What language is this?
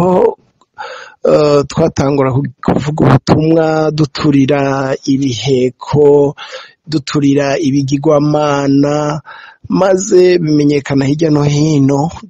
Rundi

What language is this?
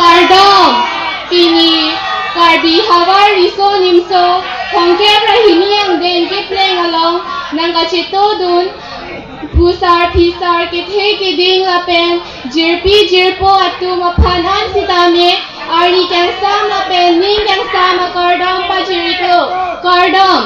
Karbi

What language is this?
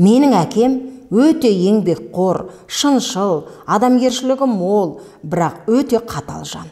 Kazakh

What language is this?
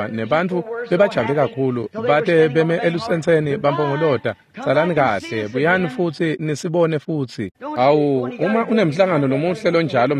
Swati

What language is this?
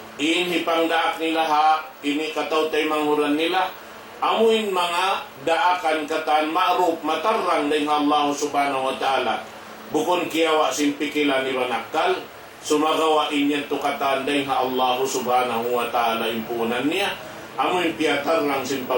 Tausug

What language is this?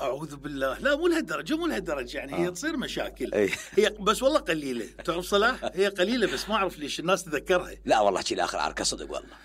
Mesopotamian Arabic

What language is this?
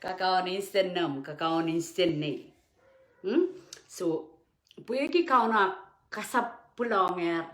Pohnpeian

